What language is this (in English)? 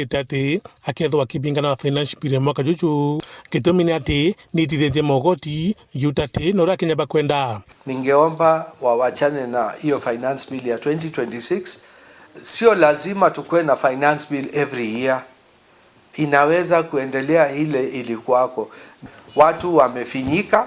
Meru